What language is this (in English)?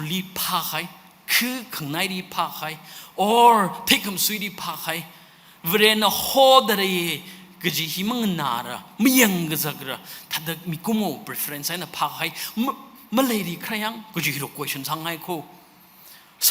Tangkhul Naga (India)